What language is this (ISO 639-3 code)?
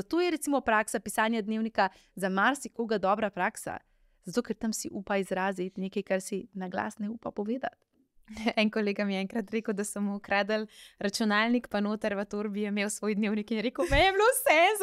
slv